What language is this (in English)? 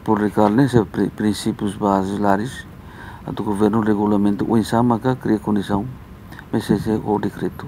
Tetum